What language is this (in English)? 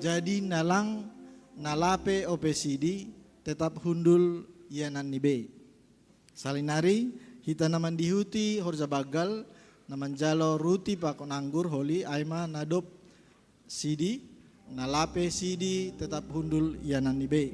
Batak Simalungun